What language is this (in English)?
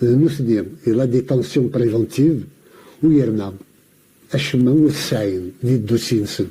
Kabyle